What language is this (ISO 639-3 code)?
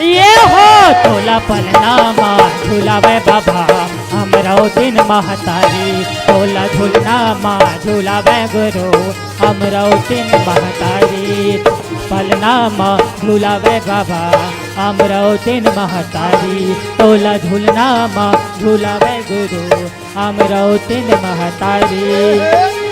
hne